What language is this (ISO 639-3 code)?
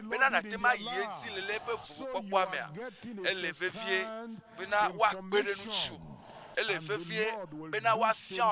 ewe